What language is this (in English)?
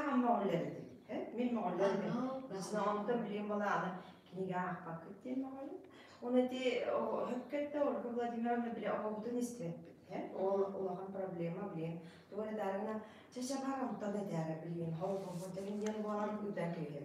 Yakut